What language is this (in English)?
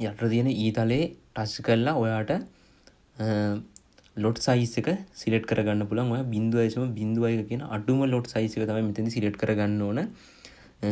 Sinhala